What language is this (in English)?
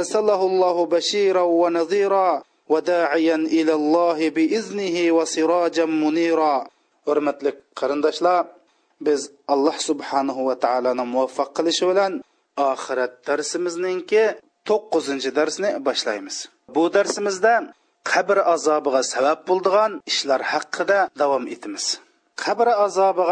Uyghur